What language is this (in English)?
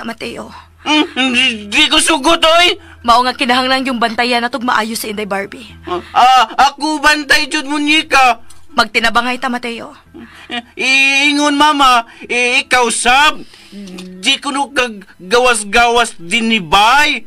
Cebuano